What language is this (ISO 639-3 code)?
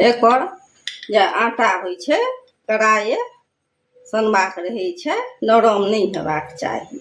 mai